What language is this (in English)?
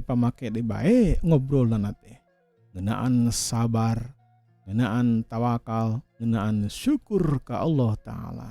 Sundanese